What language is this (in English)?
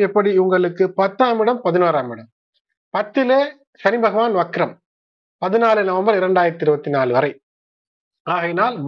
Tamil